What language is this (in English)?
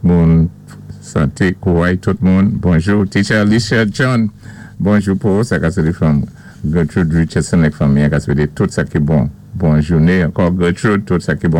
Saint Lucian Creole French